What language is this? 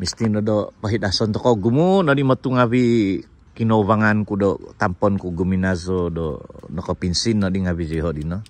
Central Dusun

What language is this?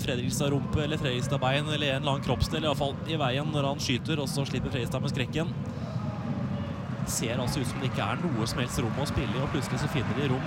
Norwegian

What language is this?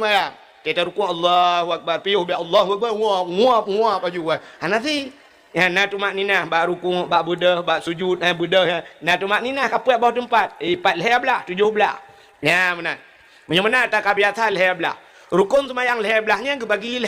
Achinese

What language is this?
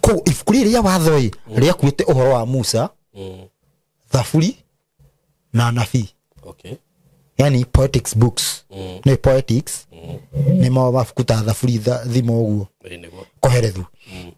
Kikuyu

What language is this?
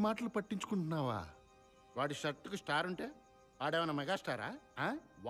Telugu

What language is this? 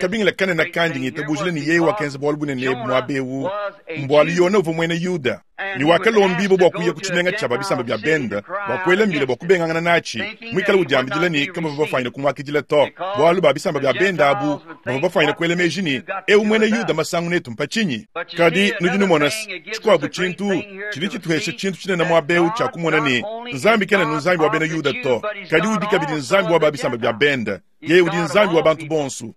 Luba-Lulua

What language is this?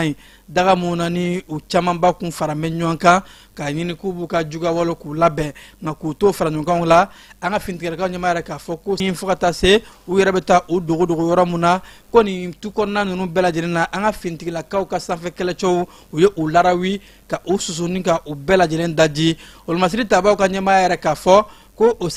Bambara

